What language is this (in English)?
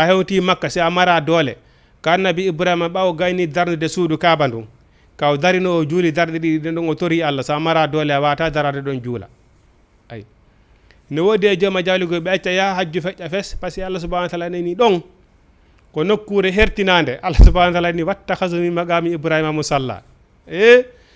Fula